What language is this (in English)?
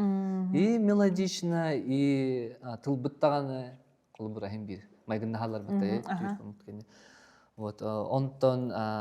Yakut